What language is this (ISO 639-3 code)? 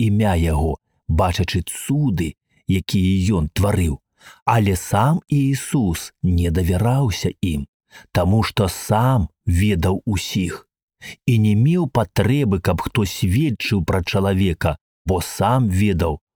bel